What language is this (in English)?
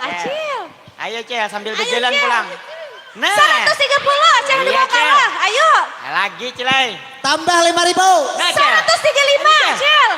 Banjar